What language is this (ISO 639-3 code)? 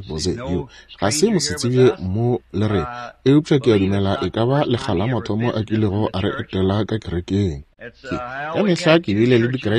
nso